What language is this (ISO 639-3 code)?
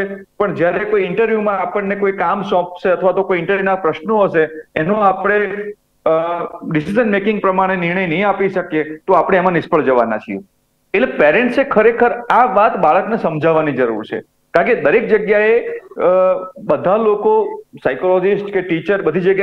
guj